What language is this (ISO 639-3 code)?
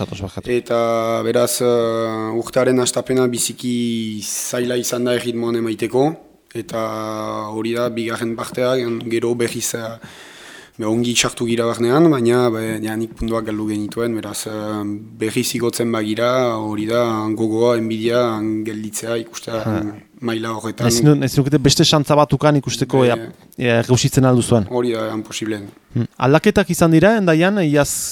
eus